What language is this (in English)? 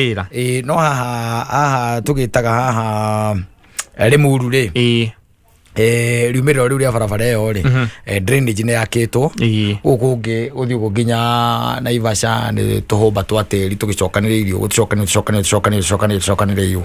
Kikuyu